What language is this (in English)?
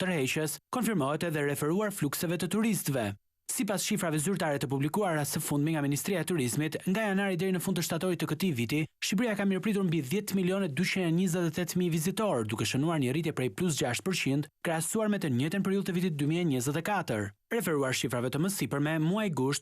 Albanian